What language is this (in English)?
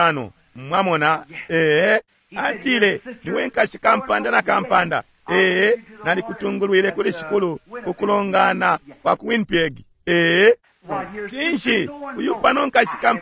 Bemba